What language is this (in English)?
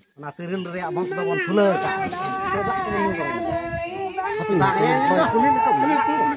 Santali